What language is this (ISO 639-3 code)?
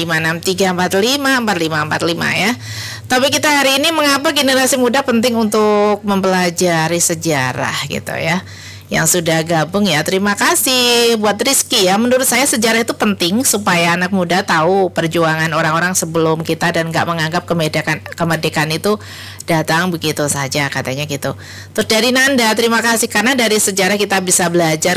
ind